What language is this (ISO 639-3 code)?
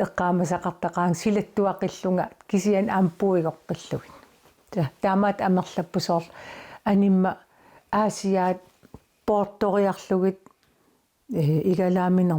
kal